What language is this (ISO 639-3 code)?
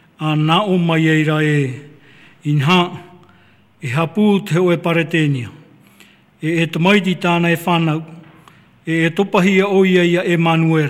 tah